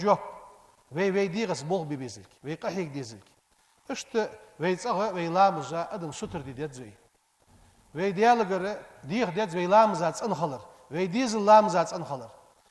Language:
Ingush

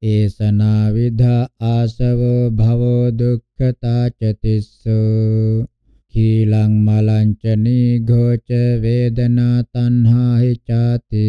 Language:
Pali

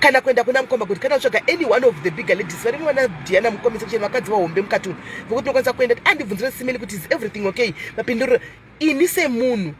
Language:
Shona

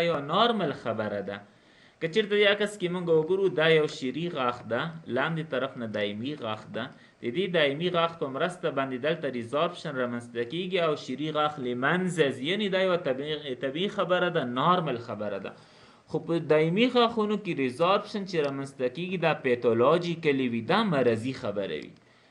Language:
Pashto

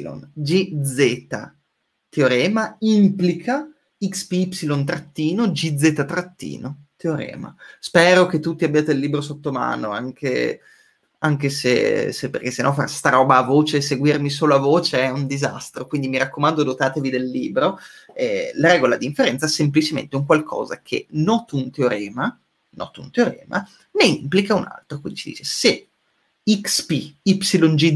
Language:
Italian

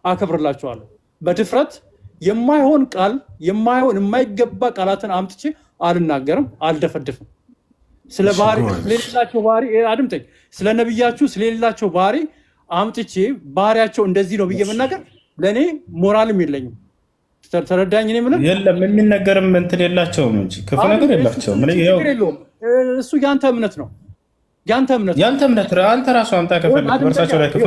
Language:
Amharic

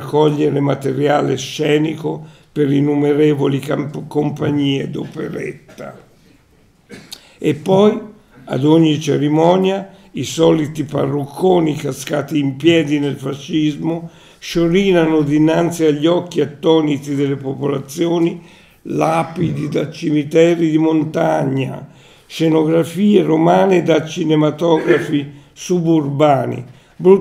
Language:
Italian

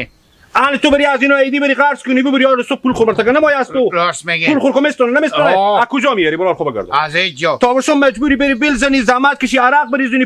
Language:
Hazaragi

